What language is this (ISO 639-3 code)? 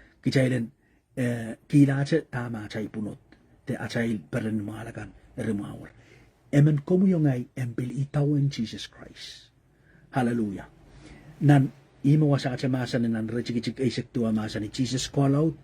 pon